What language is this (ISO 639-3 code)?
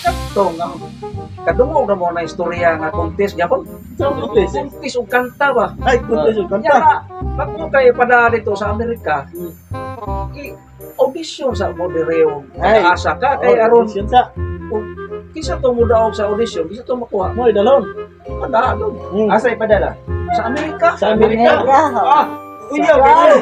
ceb